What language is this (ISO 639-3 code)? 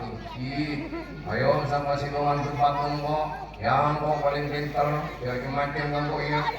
mad